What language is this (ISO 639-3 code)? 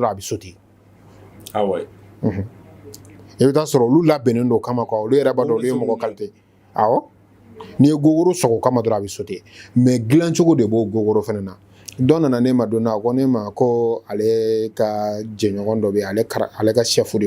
bam